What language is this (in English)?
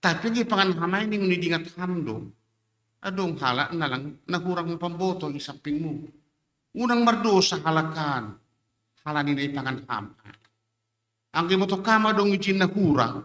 Batak Simalungun